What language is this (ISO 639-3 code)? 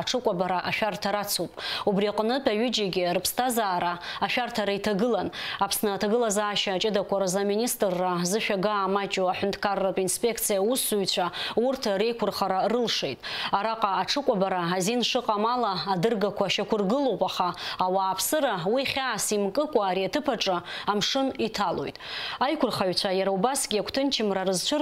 abk